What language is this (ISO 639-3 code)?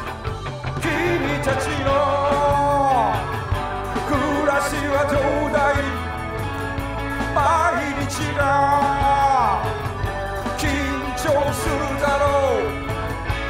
jpn